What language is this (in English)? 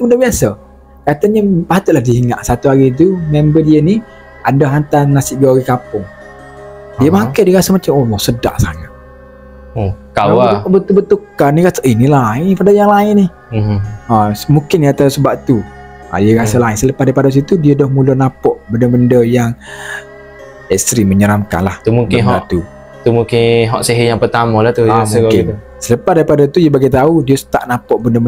Malay